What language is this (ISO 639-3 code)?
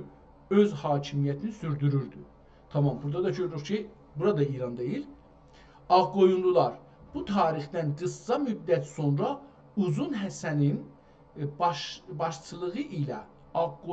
azb